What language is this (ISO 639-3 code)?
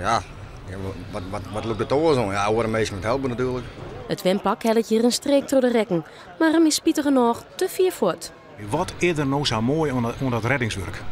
fry